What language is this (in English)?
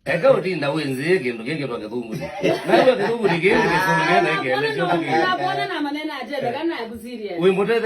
Kamba